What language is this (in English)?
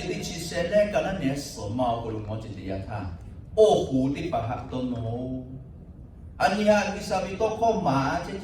Lahu